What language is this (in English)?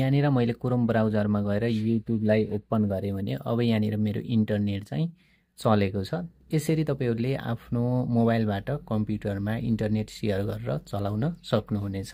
Nepali